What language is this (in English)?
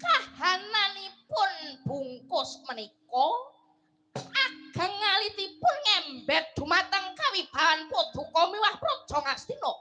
Javanese